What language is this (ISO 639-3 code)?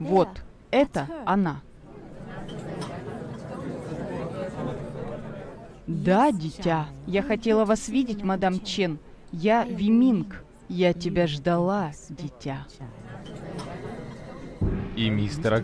rus